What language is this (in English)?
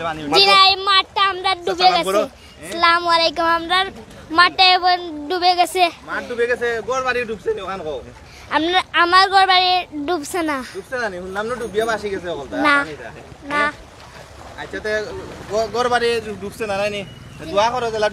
Sylheti